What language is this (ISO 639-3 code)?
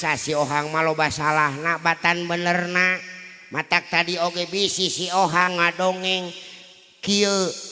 sun